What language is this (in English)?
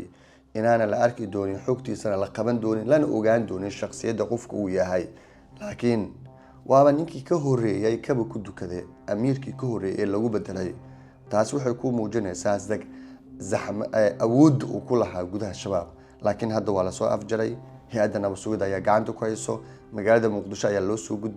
Somali